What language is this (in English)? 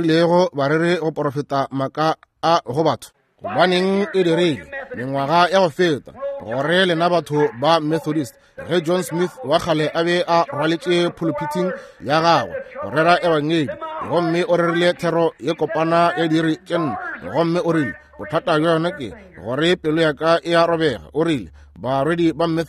Northern Sotho